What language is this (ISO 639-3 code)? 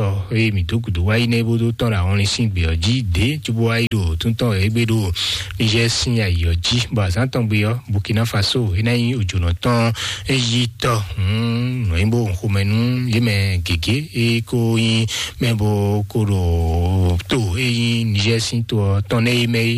fon